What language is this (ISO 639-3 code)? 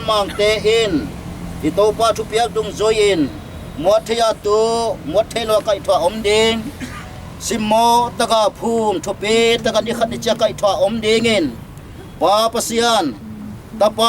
pck